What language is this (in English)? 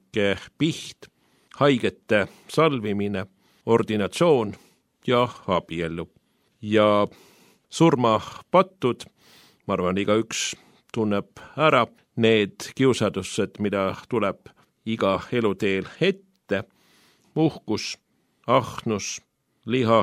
Estonian